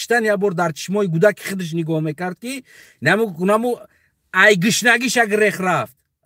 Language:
Tajik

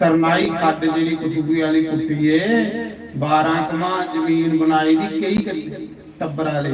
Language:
Dogri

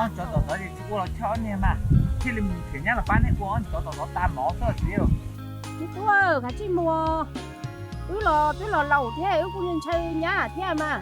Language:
Hmong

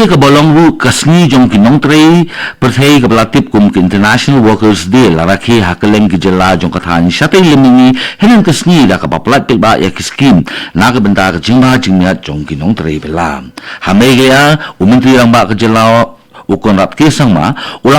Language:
Khasi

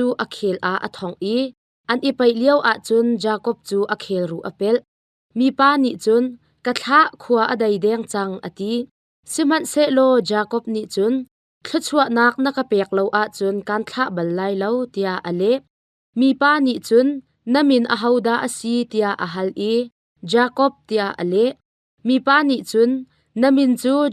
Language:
Hakha Chin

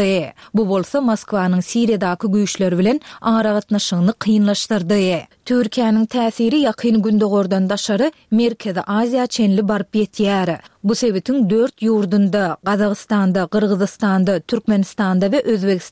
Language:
Turkmen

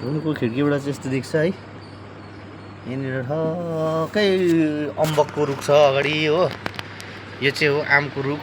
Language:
Nepali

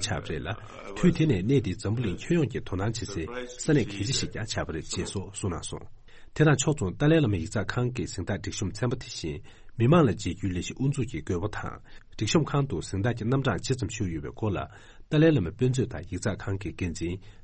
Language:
Tibetan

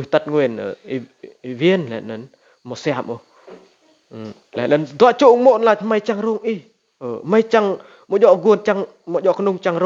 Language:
Rade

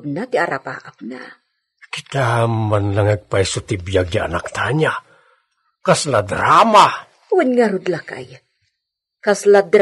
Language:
Iloko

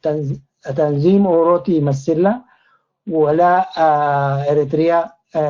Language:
Tigre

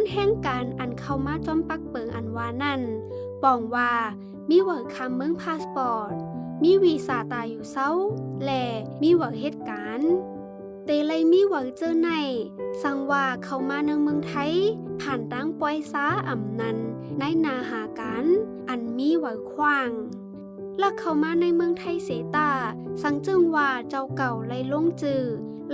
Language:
Shan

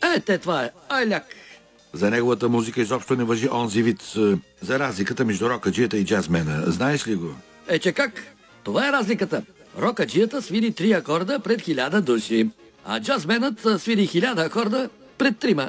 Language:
Bulgarian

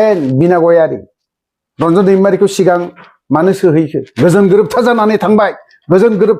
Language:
Bodo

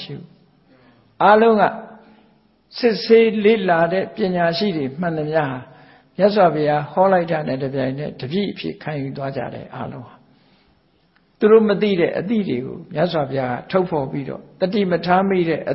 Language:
Burmese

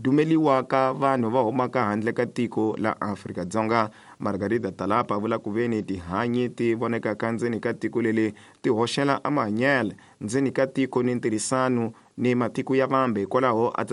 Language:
Tsonga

